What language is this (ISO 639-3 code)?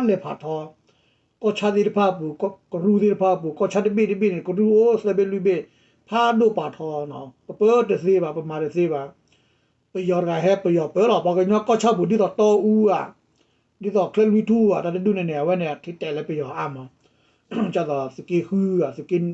ksw